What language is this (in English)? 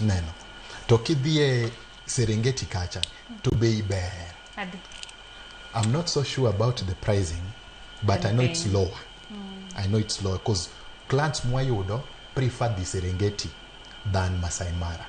Luo (Kenya and Tanzania)